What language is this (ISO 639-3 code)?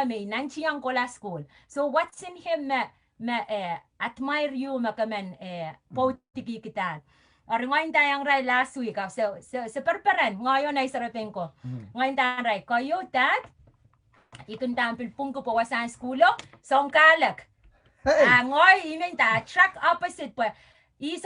pon